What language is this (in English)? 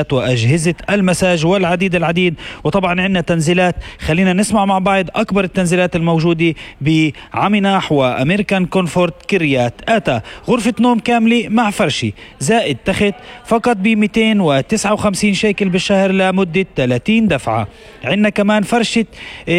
North Levantine Arabic